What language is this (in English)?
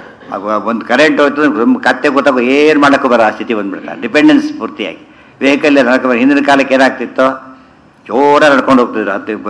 Kannada